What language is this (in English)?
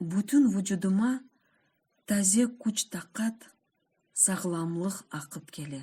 Crimean Tatar